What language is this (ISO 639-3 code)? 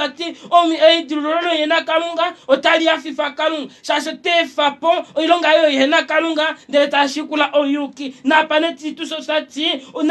kua